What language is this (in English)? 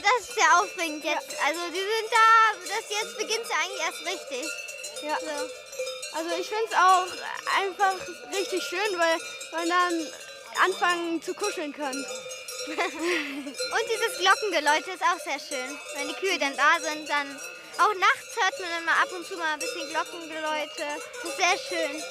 Swiss German